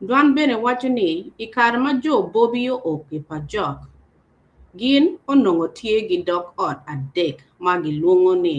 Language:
Acoli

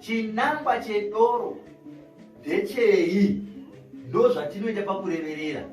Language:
Shona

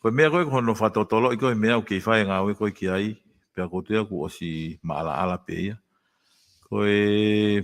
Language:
Tongan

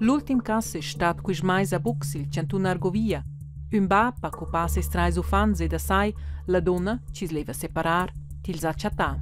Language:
Romansh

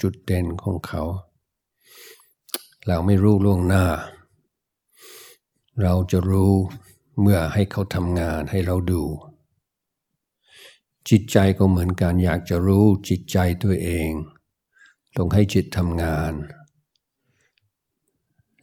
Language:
Thai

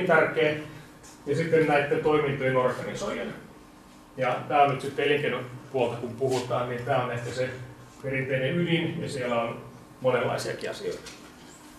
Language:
Finnish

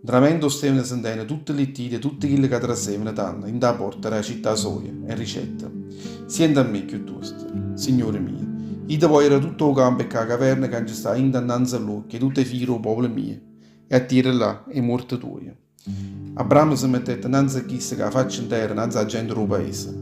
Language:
Neapolitan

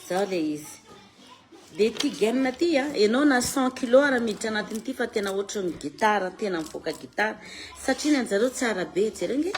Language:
Malagasy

